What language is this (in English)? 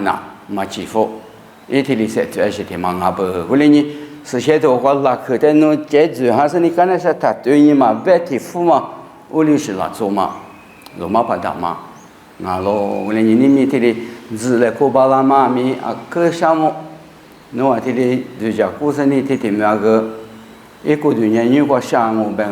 Lisu